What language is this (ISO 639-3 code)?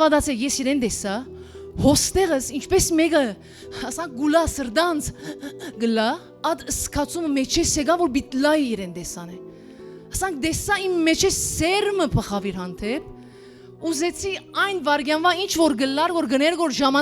hyw